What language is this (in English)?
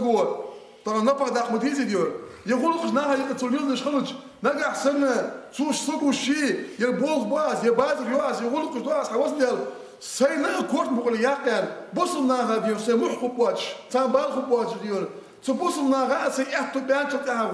Ingush